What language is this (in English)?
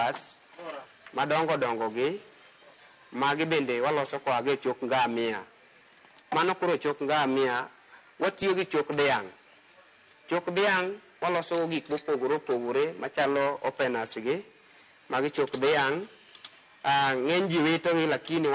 Luo (Kenya and Tanzania)